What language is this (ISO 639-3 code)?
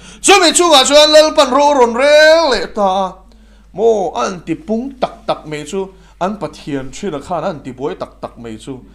lus